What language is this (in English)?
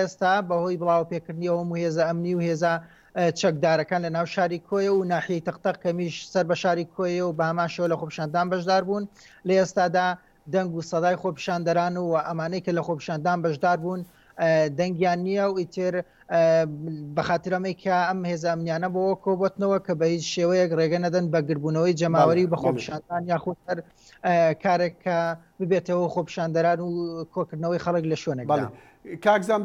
Central Kurdish